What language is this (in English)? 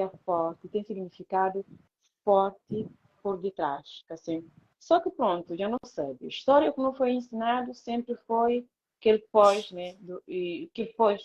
Kabuverdianu